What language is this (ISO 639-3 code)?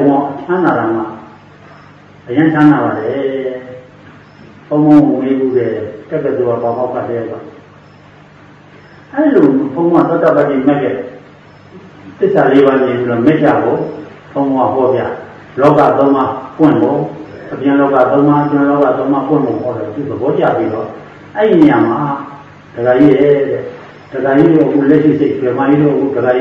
mya